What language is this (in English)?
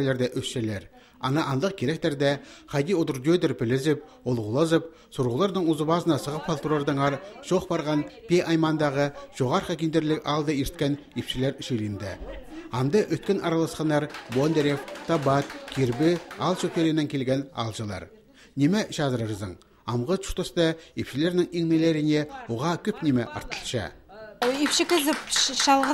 Khakas